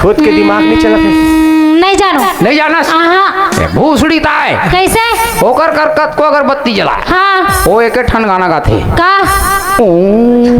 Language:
Chhattisgarhi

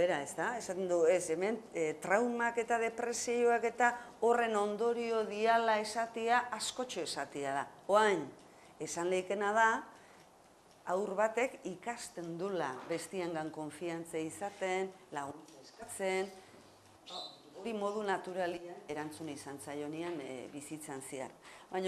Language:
Basque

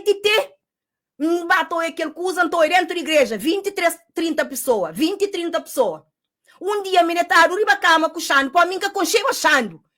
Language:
Kabuverdianu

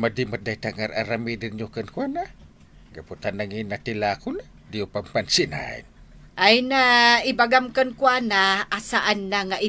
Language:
Iloko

